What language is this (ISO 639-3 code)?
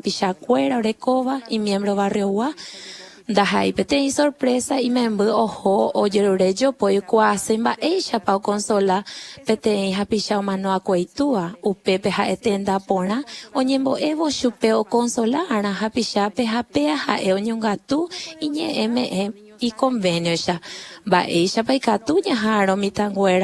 grn